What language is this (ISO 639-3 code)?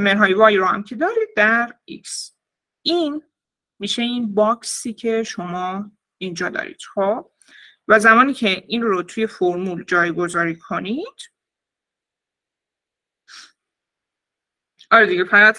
fas